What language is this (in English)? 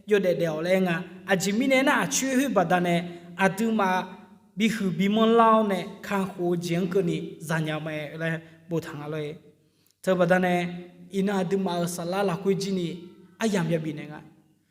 Akha